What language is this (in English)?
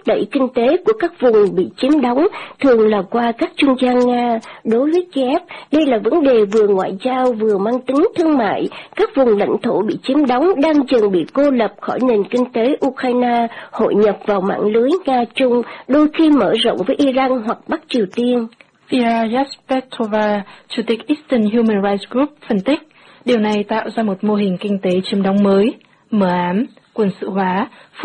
Vietnamese